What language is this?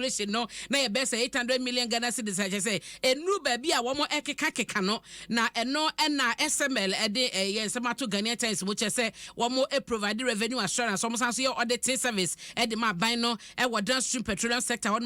Akan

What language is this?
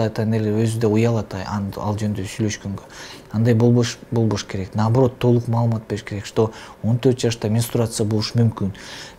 Kyrgyz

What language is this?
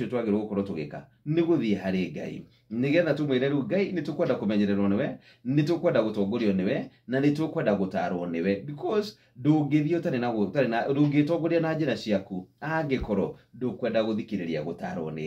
Kikuyu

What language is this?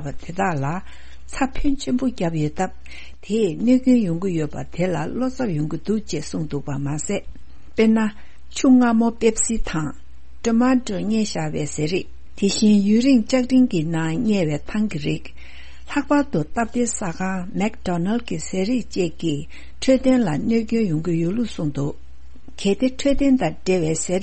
Tibetan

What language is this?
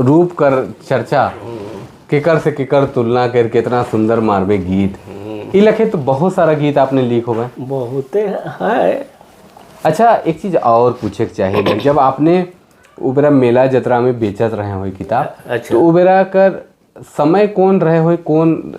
Sadri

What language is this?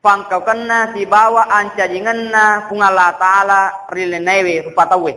Buginese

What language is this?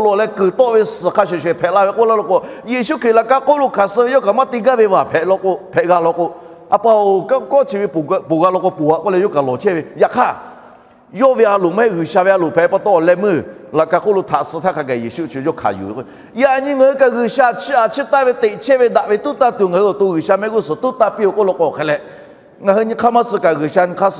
Lahu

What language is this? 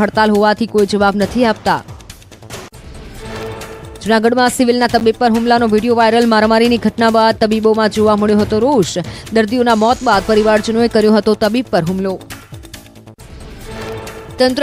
Gujarati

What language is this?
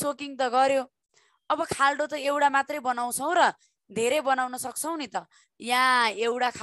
Nepali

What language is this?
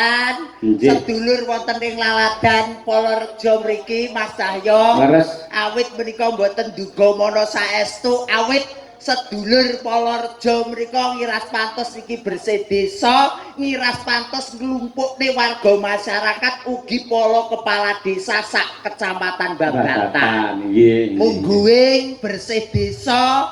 Javanese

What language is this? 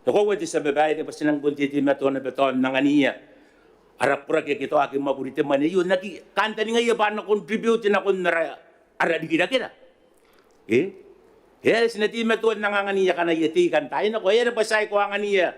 Gilbertese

